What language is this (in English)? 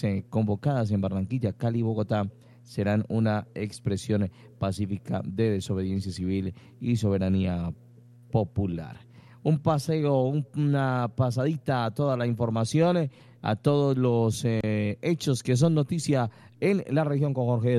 Spanish